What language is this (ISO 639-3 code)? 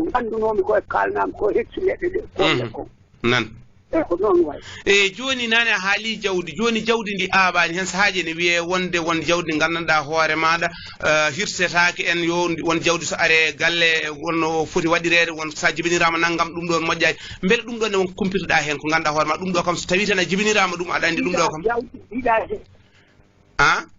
ful